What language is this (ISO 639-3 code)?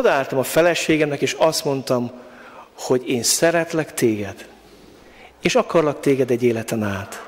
hun